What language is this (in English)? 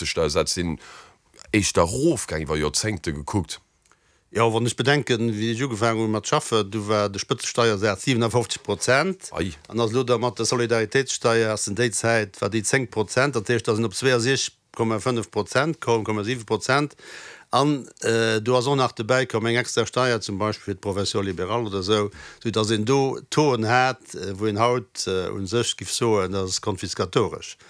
Luxembourgish